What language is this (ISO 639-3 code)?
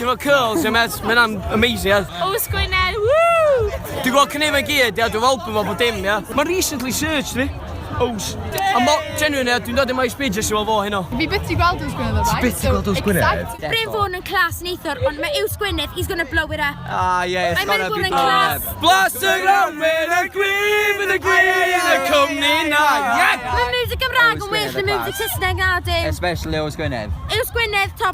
cym